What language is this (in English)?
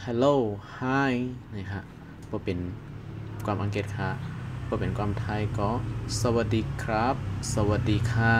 Shan